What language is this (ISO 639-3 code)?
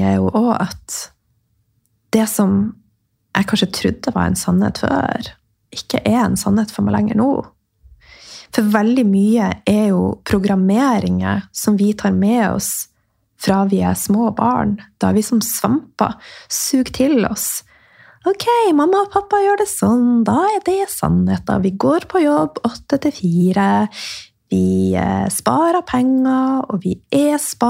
nor